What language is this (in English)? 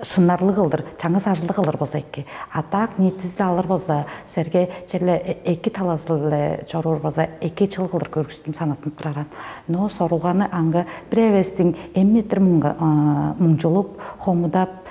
Tuvinian